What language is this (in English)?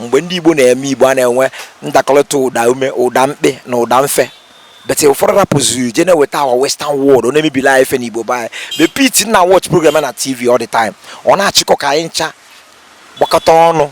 Igbo